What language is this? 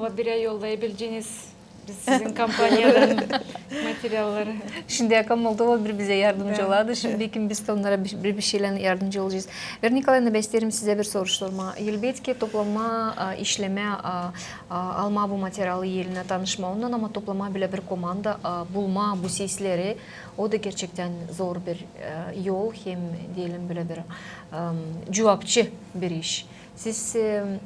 Gagauz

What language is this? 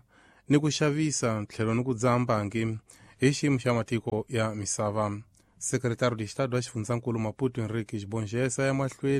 Tsonga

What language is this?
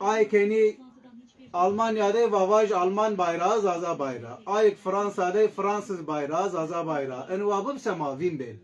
Zaza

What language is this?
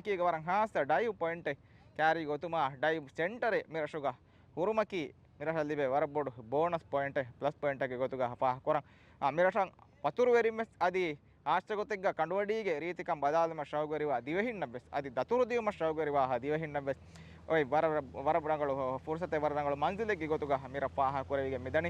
Divehi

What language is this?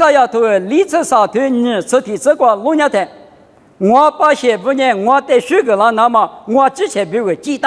Lisu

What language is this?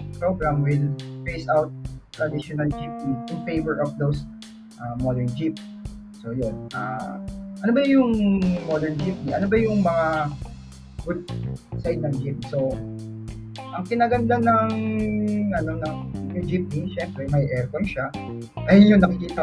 Filipino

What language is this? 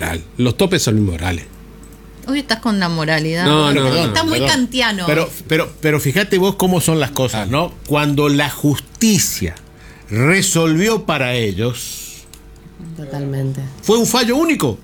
Spanish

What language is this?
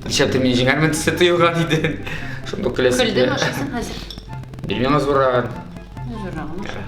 Tatar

